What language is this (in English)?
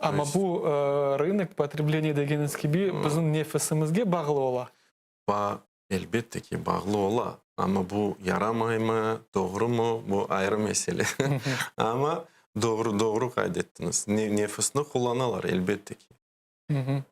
Crimean Tatar